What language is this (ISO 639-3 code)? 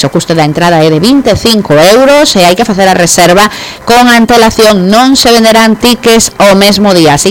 glg